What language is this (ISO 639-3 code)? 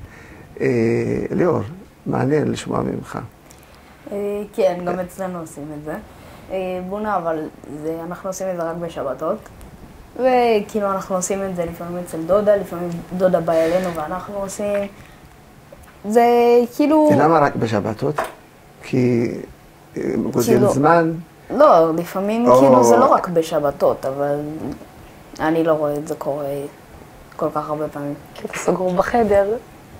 heb